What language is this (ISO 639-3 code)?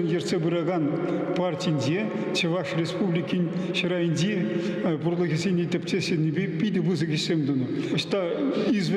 chv